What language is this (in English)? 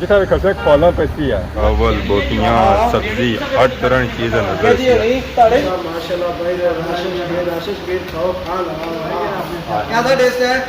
Pahari-Potwari